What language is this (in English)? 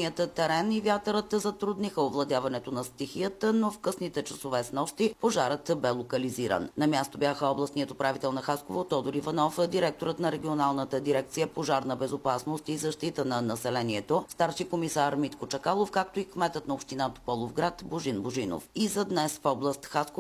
Bulgarian